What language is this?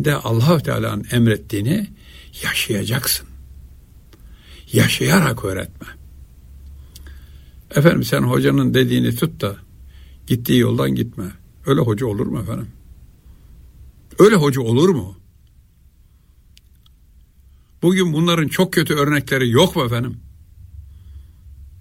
Turkish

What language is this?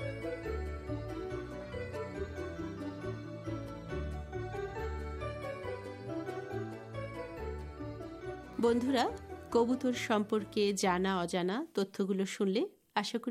Bangla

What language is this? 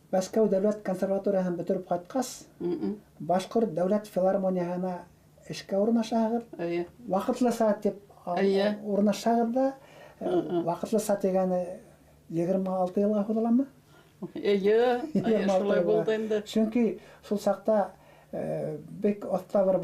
Bashkir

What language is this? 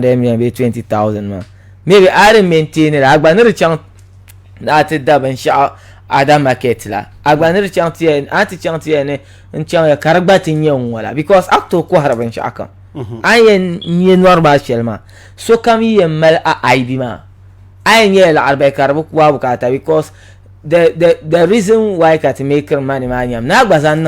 Dagbani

